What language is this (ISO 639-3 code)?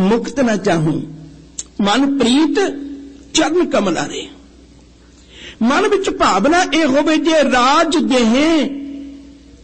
pan